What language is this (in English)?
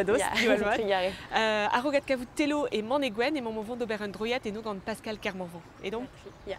Breton